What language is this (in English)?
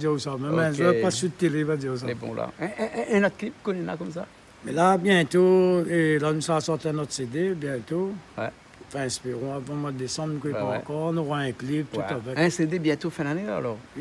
Réunion Creole French